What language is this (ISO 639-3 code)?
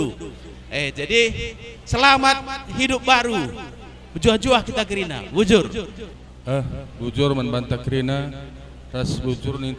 btx